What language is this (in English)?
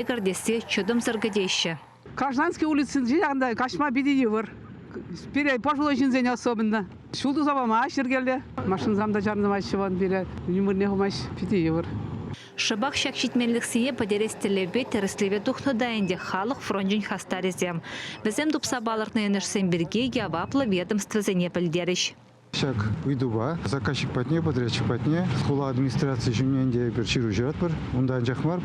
Chuvash